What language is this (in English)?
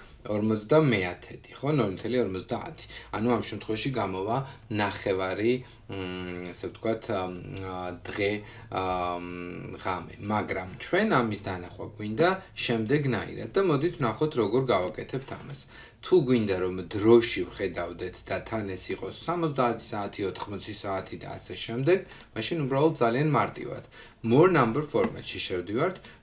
Georgian